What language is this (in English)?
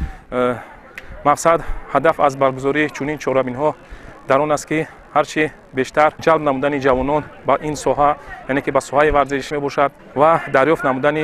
Tajik